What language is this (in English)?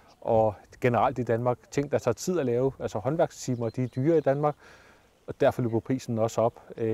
Danish